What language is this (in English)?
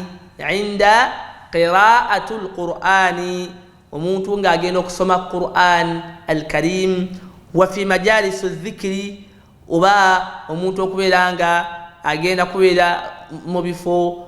Ganda